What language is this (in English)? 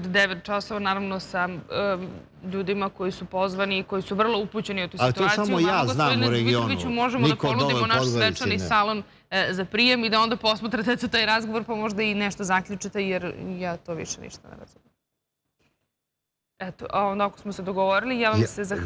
Serbian